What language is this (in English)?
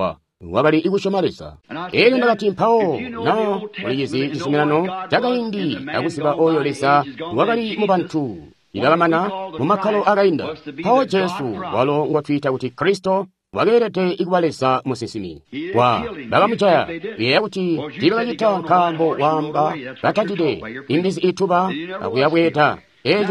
Tonga (Zambia)